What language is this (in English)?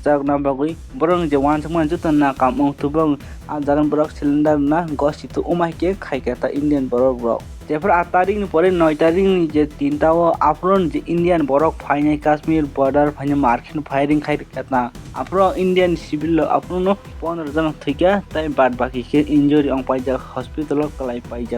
Kok Borok